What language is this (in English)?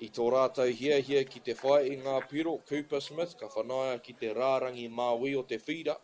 Māori